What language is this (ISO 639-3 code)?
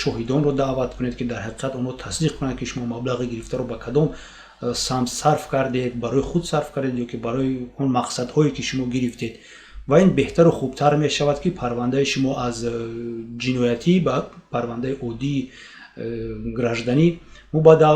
tgk